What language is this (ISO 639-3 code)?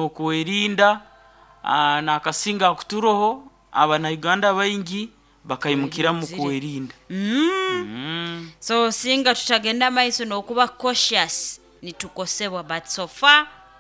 nyo